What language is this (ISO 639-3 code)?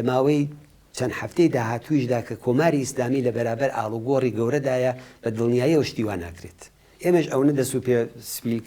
ckb